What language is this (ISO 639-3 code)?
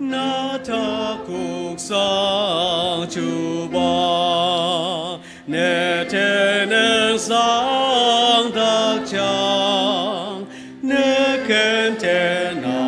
njo